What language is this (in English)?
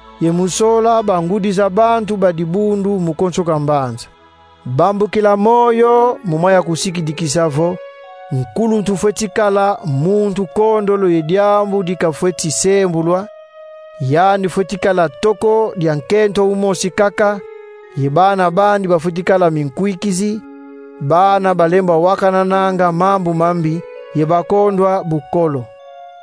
Kongo